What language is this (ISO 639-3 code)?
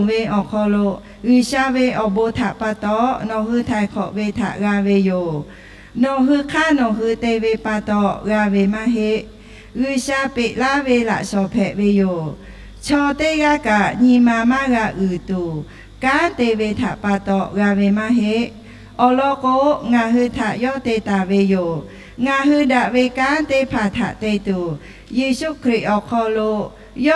lhu